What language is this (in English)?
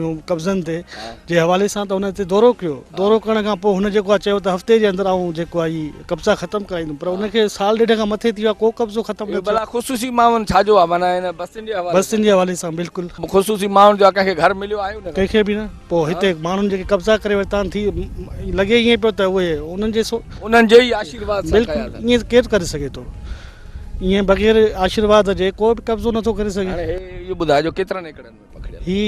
Sindhi